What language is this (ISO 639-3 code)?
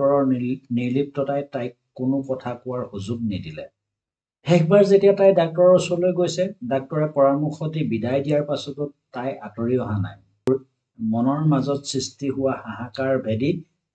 asm